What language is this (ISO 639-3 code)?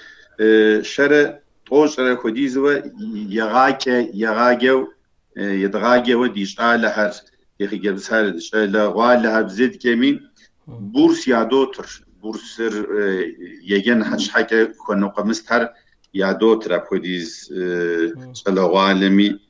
kbd